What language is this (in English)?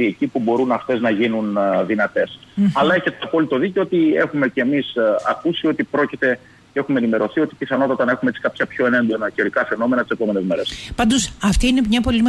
Greek